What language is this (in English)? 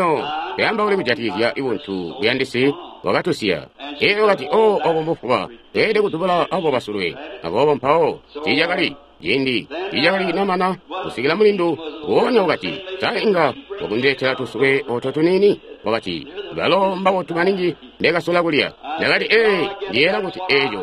Tonga (Zambia)